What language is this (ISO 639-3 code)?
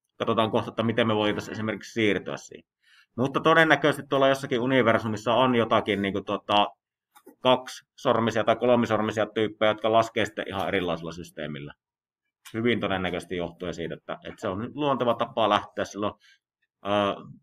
fin